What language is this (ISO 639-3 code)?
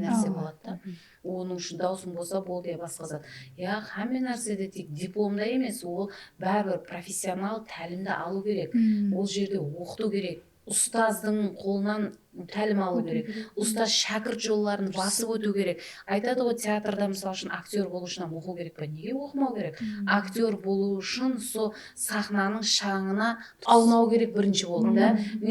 kaa